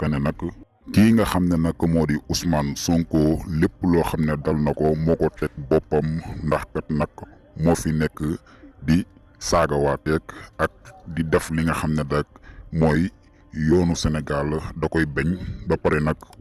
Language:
Wolof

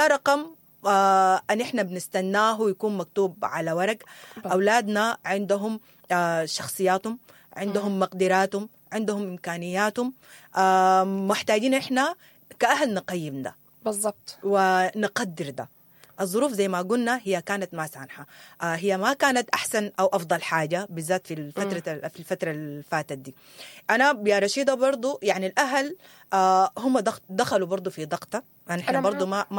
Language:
Sudanese Arabic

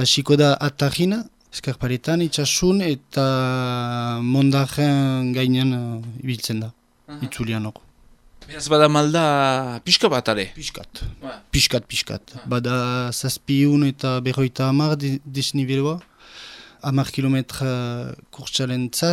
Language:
Basque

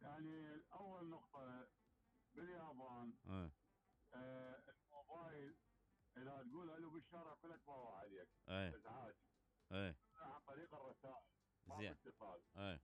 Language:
Mesopotamian Arabic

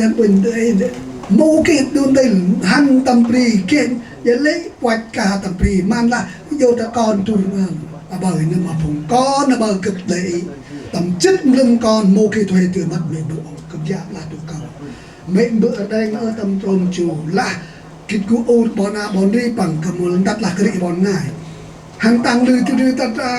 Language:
Central Mnong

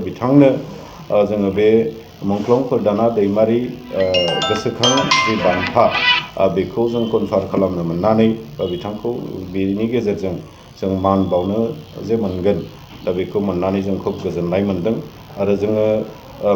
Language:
Bodo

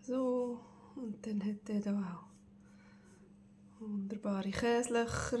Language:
Swiss German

